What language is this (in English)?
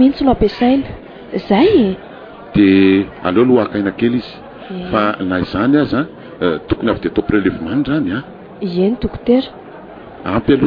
Malagasy